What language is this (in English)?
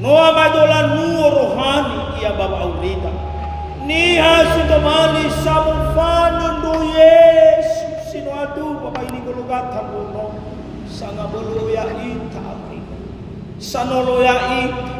Nias